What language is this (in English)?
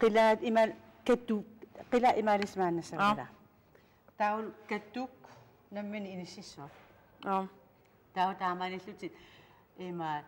Kalaallisut